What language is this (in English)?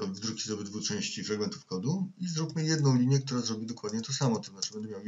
Polish